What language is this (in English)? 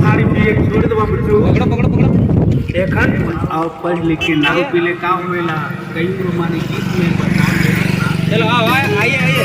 Sadri